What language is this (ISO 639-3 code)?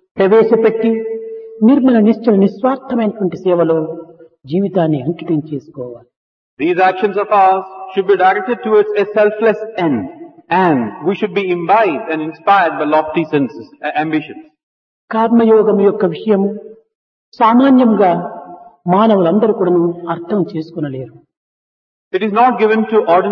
tel